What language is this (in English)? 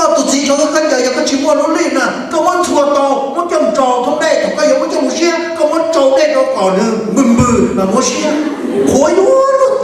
Hmong